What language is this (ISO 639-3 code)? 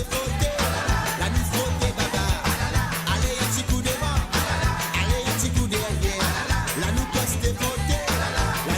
mfe